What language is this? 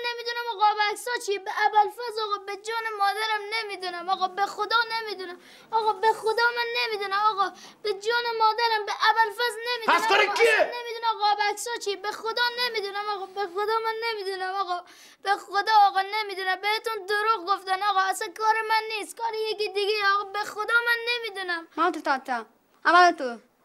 Persian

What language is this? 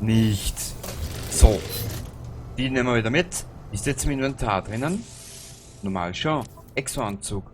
Bavarian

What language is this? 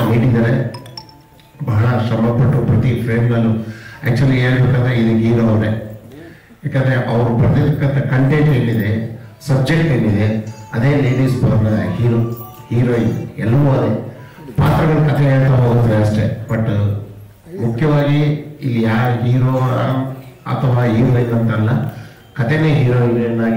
Kannada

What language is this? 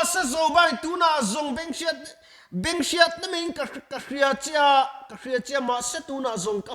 Mizo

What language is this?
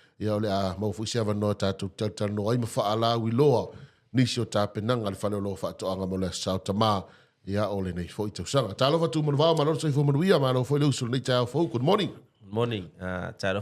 Samoan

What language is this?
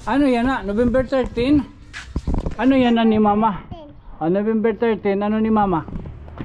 Waray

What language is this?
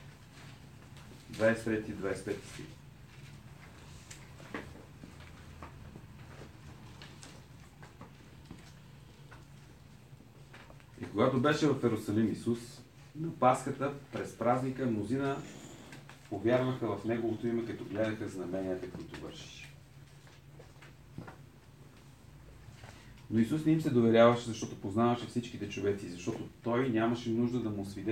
Bulgarian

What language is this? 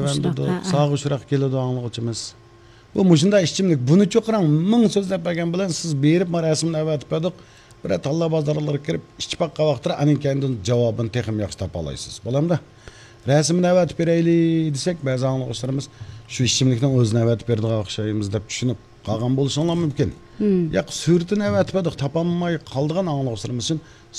Uyghur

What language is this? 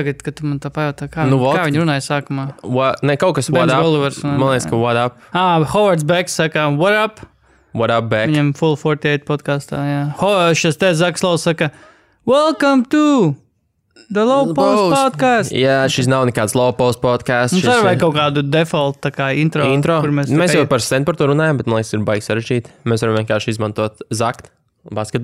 Latvian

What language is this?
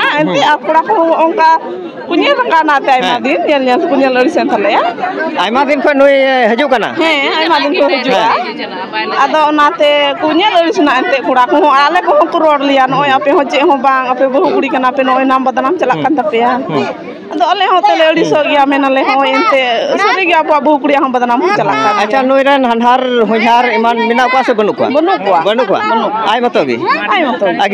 Santali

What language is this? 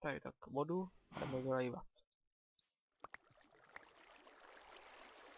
Czech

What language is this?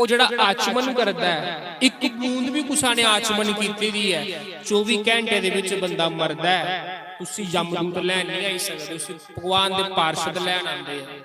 Dogri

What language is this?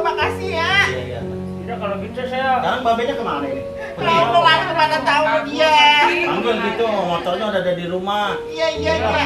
Betawi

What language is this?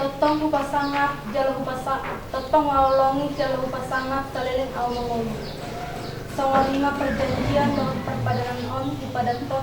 Batak Toba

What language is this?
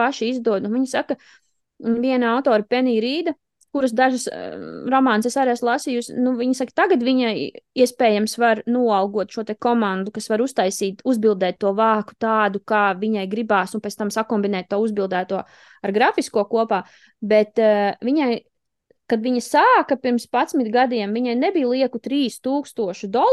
Latvian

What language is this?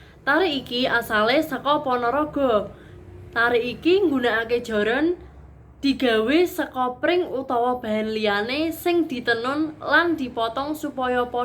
Javanese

